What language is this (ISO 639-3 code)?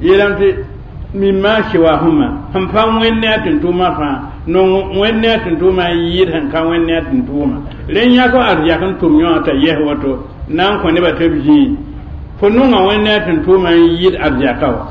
mos